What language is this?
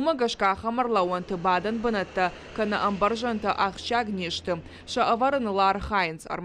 Ossetic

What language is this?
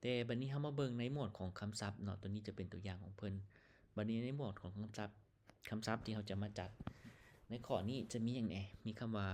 Lao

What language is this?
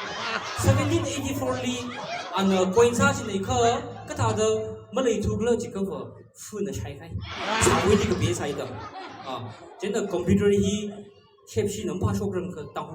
Tangkhul Naga (India)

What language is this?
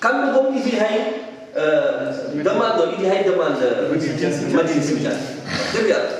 Fula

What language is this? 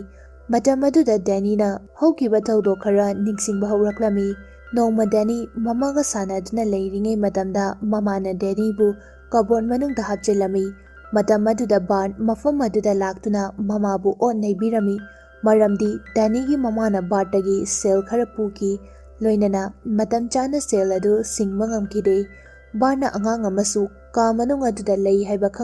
Manipuri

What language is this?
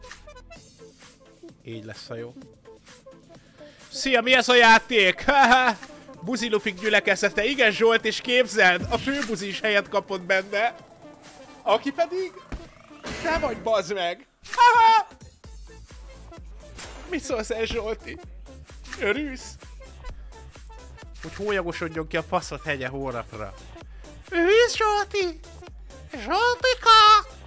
Hungarian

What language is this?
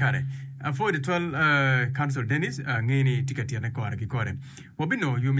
Acoli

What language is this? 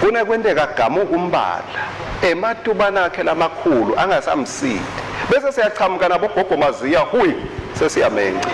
Swati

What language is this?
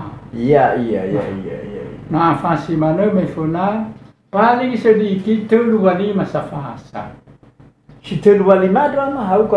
Nias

